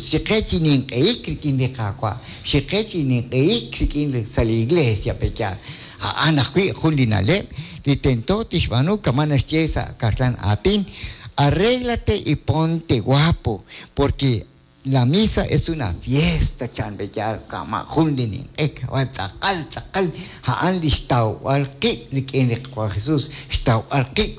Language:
Kekchí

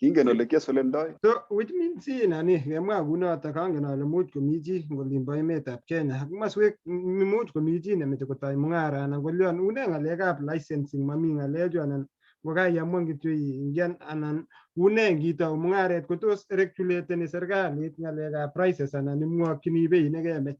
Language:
Kalenjin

